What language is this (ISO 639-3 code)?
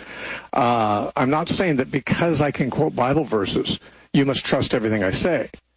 eng